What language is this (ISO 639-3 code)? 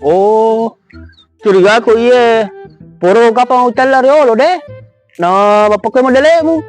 bug